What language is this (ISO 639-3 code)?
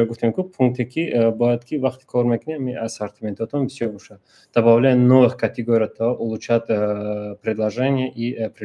tgk